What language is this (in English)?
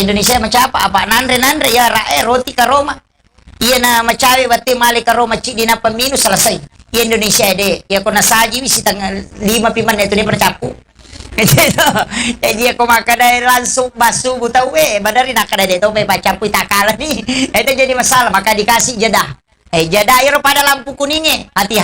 Buginese